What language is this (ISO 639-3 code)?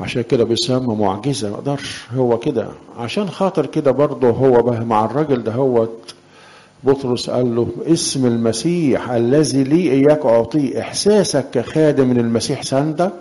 arz